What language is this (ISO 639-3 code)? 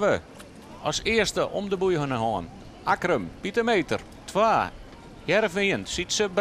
fry